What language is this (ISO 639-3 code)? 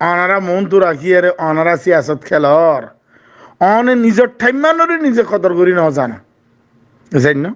rhg